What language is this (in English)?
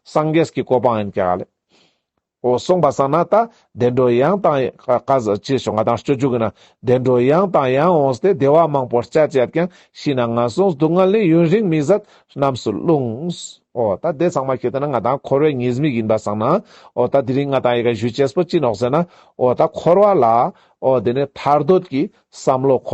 Ladakhi